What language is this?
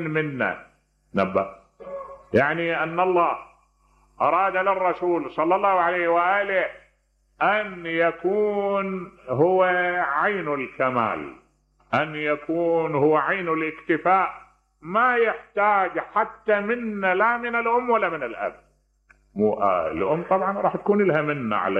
Mesopotamian Arabic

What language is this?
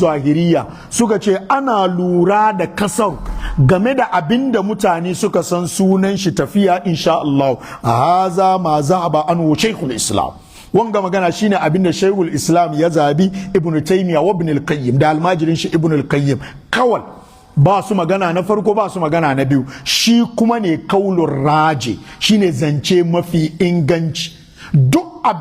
Hausa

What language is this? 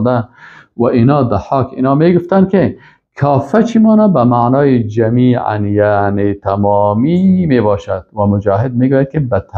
Persian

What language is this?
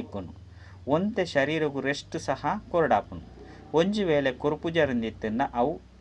Tulu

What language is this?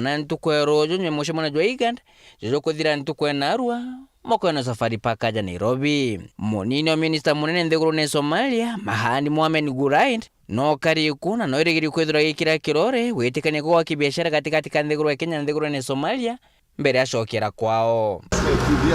Meru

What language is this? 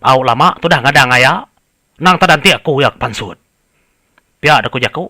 Iban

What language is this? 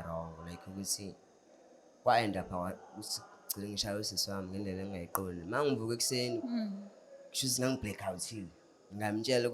Zulu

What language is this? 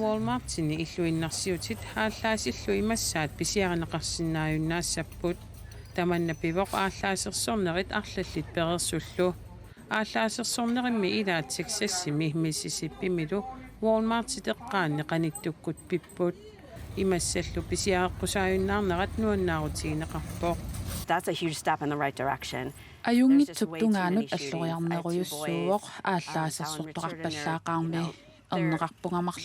Kalaallisut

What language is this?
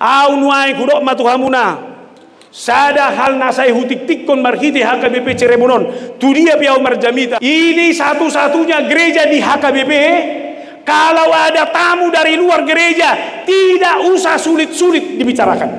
Batak Toba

